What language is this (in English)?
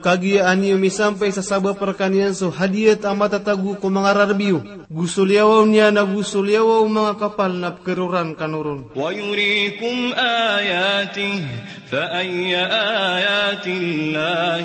Maranao